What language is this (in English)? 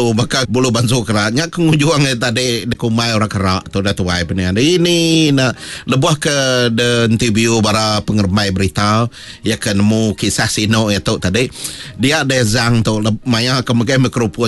Iban